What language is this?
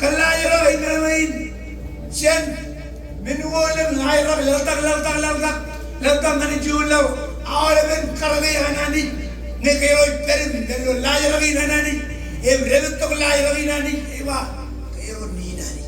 Marshallese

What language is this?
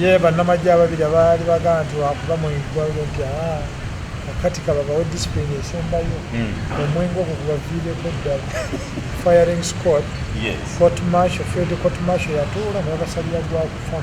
Ganda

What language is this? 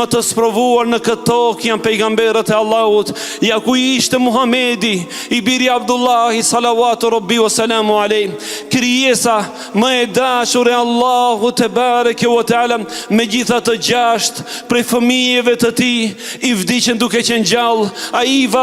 Albanian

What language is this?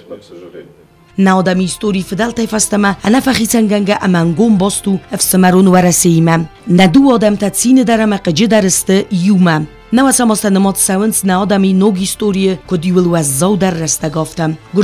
Ossetic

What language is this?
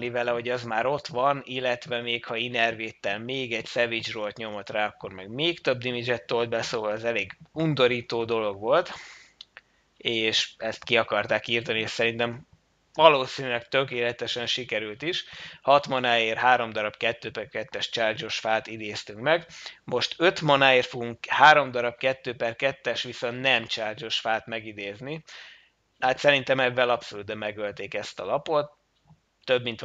Hungarian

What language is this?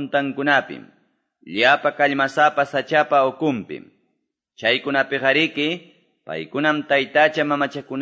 Quechua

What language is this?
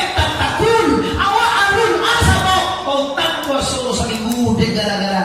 Minangkabau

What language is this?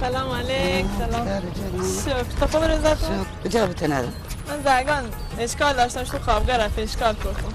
Baluchi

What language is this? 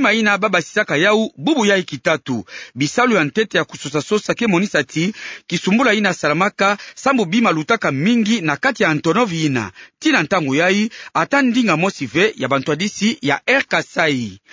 Kituba (Democratic Republic of Congo)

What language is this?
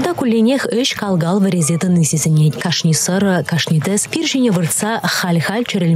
Chuvash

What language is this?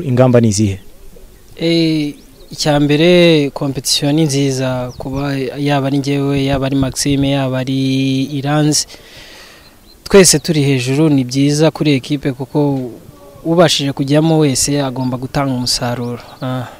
Kinyarwanda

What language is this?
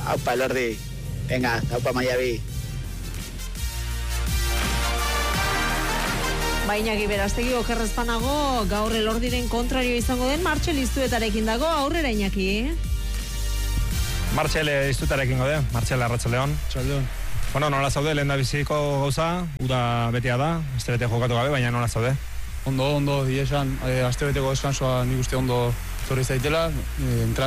Basque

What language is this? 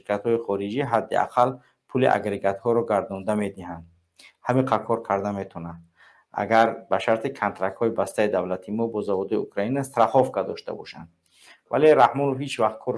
Tajik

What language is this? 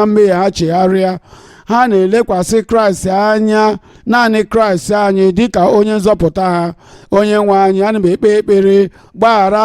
Igbo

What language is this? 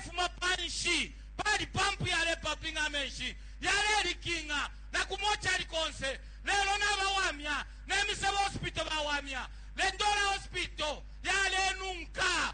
Bemba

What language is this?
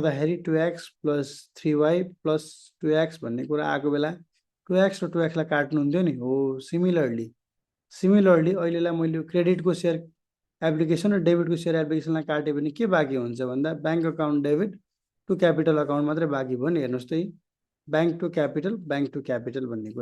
Nepali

